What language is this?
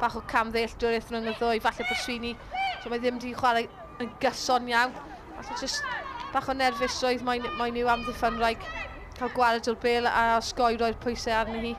Welsh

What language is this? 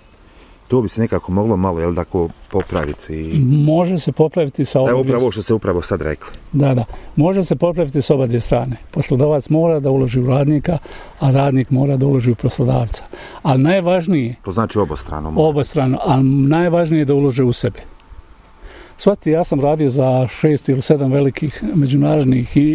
Bosnian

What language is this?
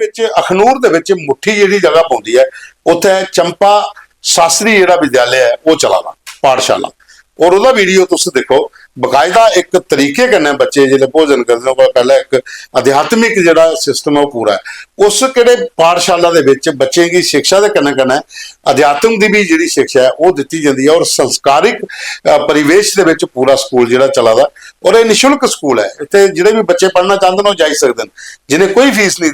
Dogri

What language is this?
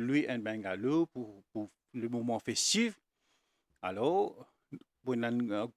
Morisyen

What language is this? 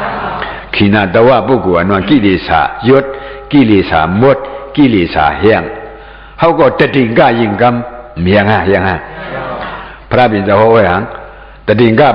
Shan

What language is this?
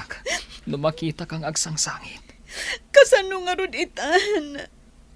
Iloko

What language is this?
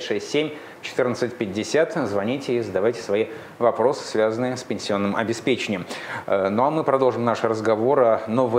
Russian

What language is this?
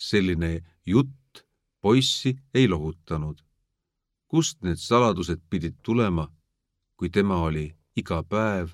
Estonian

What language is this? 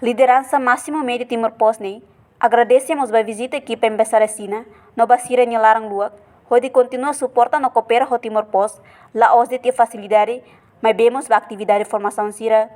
Tetum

